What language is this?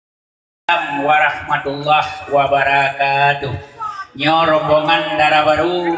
Achinese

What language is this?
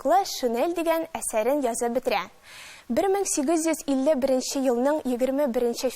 Tatar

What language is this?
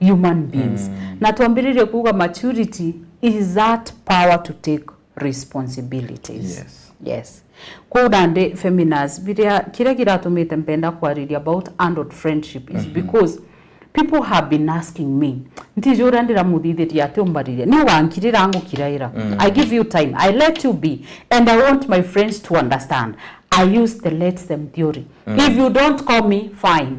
Meru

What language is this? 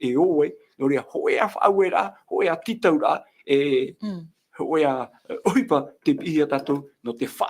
Tahitian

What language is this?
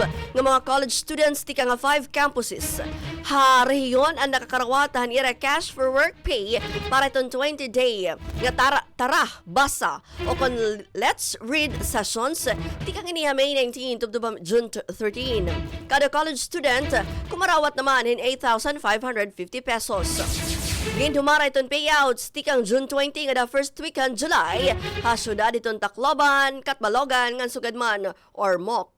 Waray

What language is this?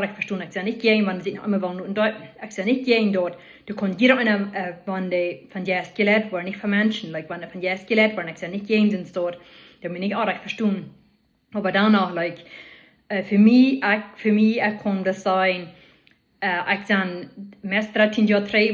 Plautdietsch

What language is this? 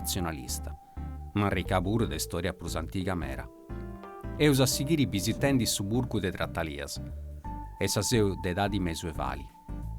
Sardinian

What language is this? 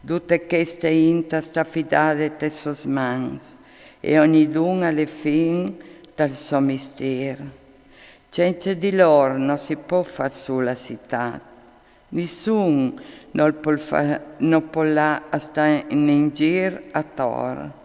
Friulian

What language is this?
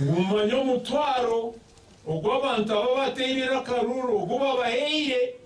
Nyankole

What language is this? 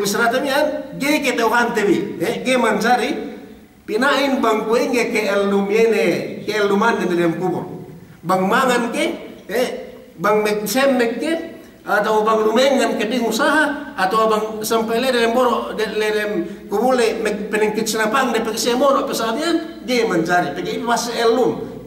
Yakan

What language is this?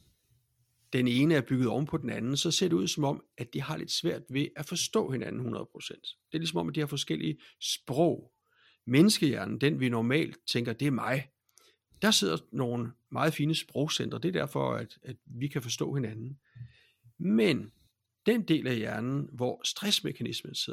Danish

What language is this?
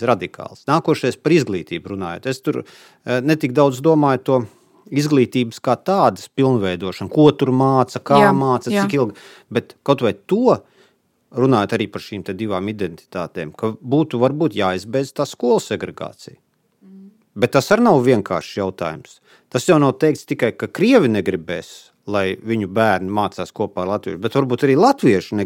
Latvian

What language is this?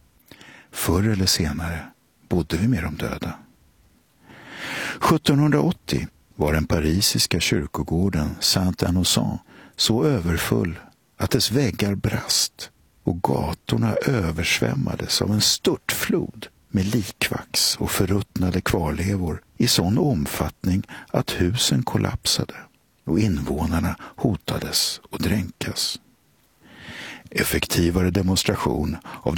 Swedish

